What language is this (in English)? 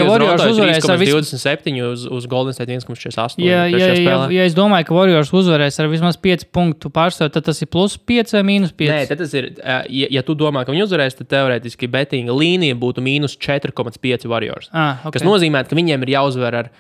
Latvian